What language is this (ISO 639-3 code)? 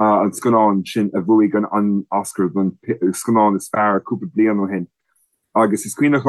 gle